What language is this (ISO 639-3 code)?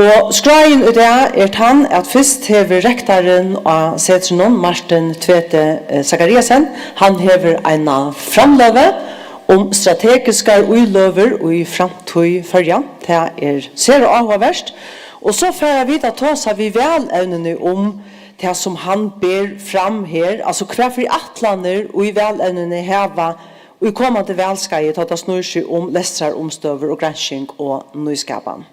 fao